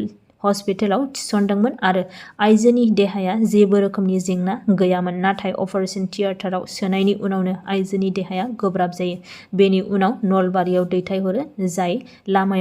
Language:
Bodo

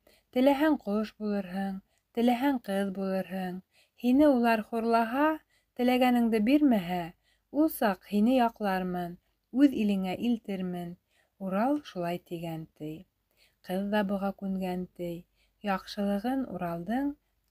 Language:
Bashkir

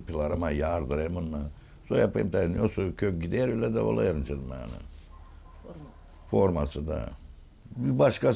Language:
Gagauz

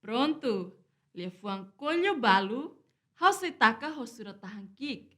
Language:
Tetum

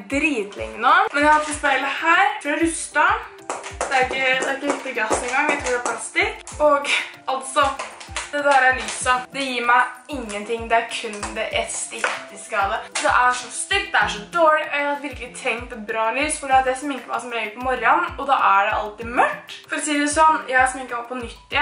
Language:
Norwegian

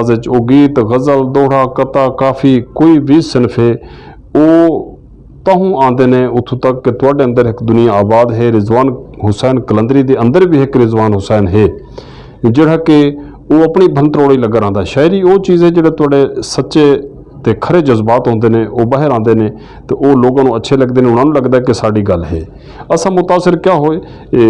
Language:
Saraiki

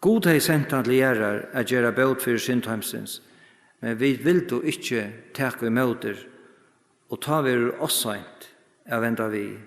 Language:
Faroese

